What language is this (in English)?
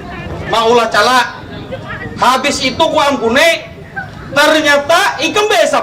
Banjar